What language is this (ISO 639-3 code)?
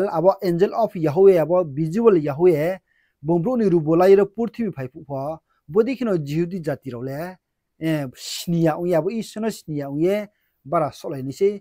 ria